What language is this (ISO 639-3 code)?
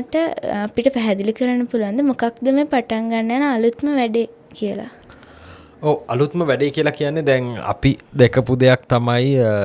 sin